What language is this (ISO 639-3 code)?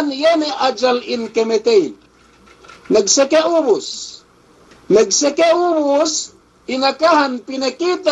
yka